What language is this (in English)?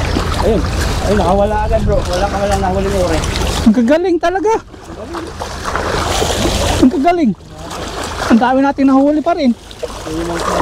Filipino